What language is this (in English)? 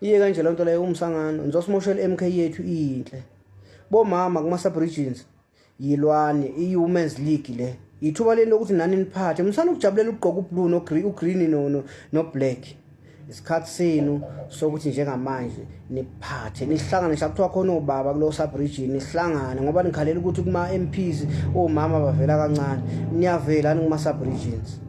Zulu